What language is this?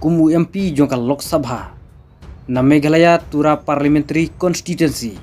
Khasi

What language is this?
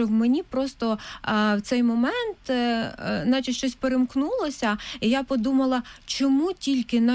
Ukrainian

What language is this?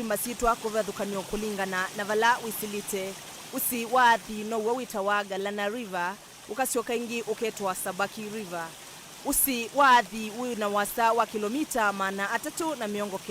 Kamba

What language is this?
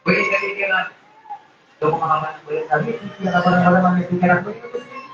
Maranao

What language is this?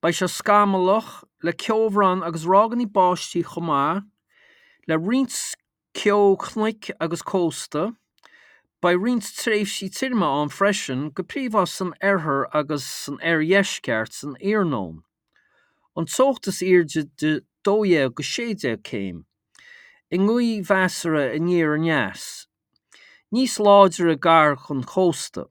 Irish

